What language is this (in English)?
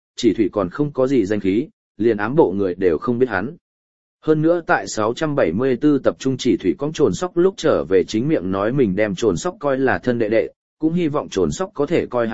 Vietnamese